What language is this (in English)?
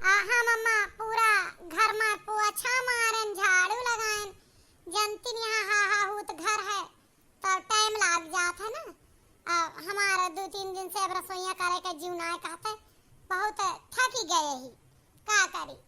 Awadhi